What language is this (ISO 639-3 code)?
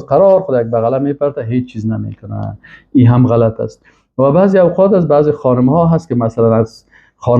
fas